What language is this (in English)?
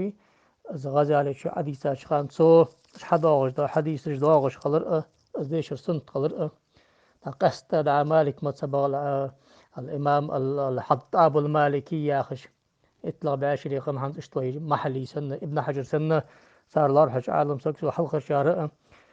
Ingush